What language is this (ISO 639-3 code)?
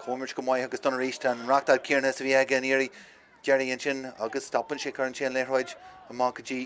gle